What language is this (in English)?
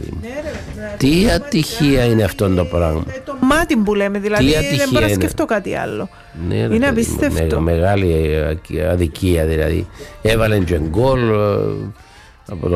Greek